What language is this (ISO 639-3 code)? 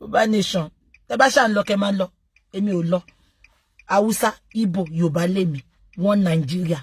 yor